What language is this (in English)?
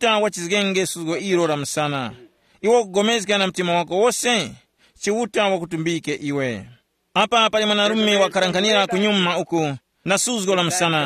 Tumbuka